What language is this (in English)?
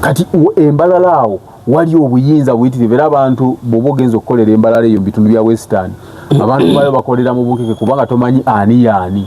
Ganda